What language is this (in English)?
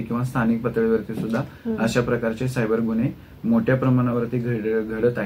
Marathi